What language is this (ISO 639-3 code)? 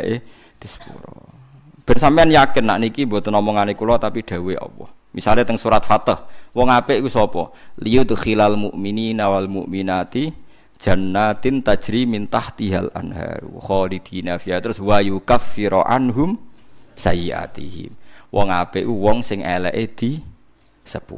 jav